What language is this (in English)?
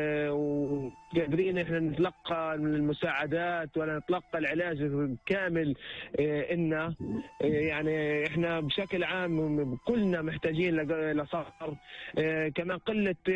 North Levantine Arabic